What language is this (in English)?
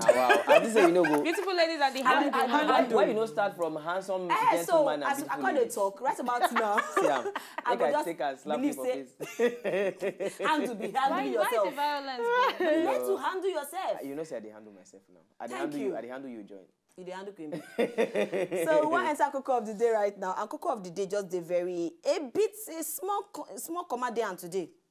Nigerian Pidgin